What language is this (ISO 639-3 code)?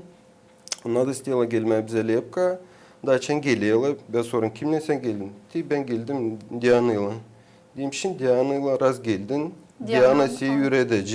gag